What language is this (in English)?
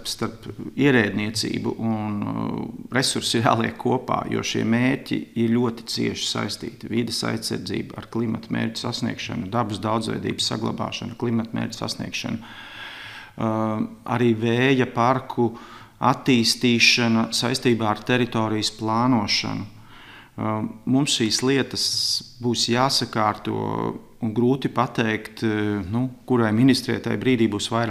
Latvian